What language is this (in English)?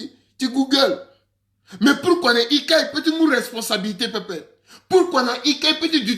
Sango